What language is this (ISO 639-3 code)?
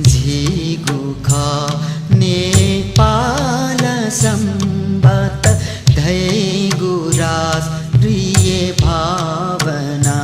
new